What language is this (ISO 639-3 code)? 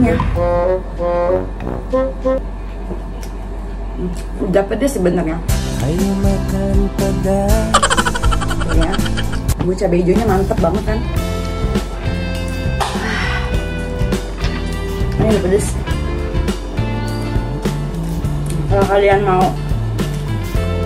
ind